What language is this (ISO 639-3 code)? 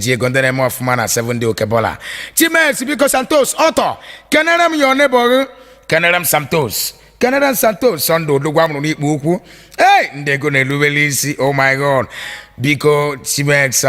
ibo